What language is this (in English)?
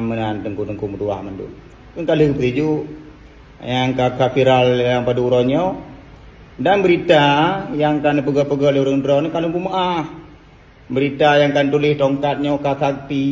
Achinese